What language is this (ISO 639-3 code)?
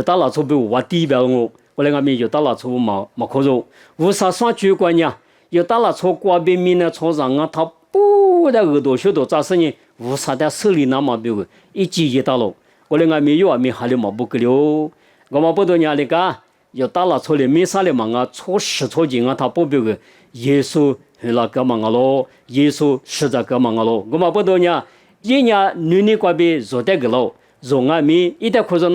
lis